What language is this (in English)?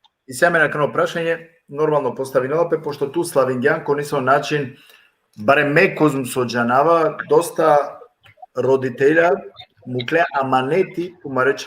Balkan Romani